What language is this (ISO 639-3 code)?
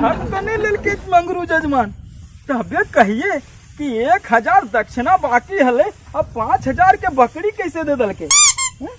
mag